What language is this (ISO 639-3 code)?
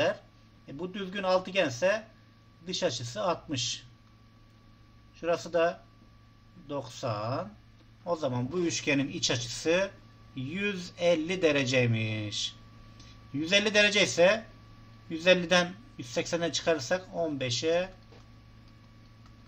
tur